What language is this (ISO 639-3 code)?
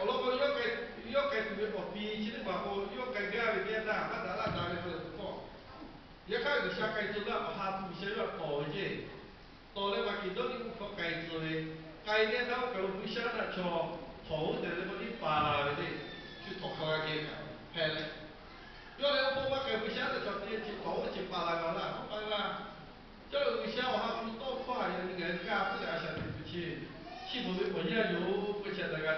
lhu